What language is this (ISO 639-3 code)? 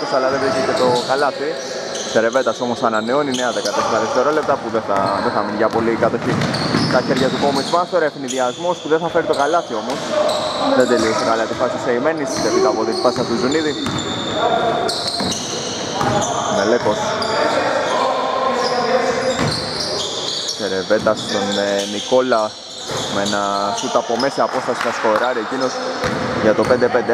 ell